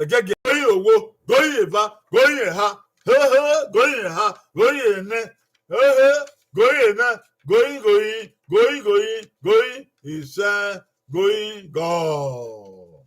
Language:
Bini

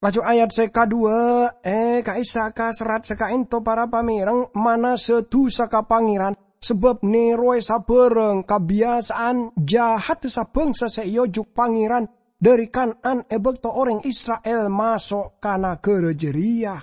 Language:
Madurese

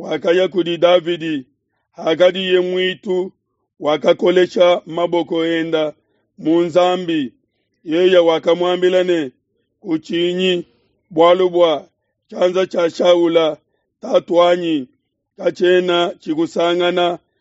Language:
Luba-Lulua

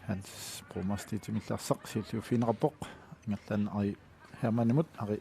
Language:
Kalaallisut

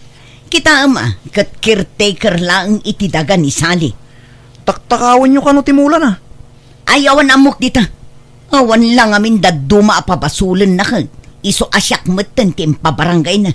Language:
Iloko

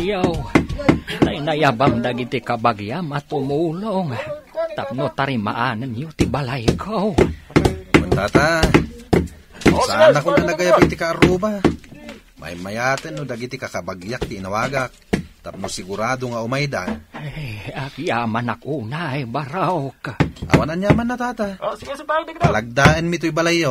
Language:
Iloko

